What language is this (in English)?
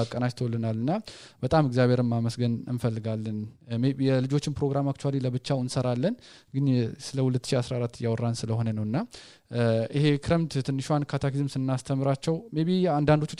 Amharic